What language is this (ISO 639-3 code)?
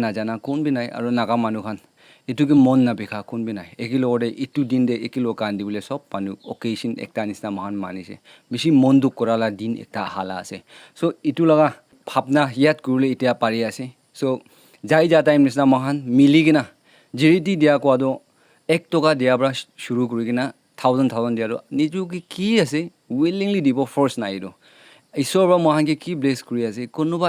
nag